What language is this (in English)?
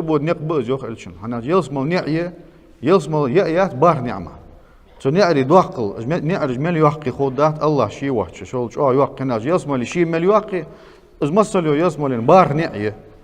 Ingush